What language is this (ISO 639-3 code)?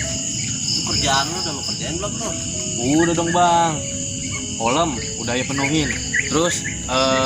bew